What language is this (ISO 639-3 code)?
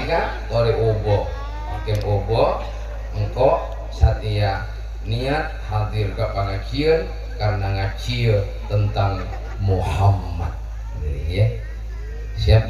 mad